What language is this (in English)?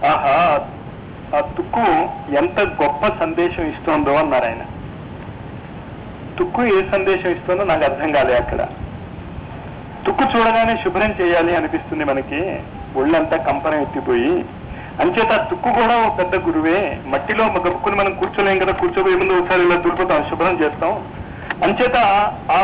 Telugu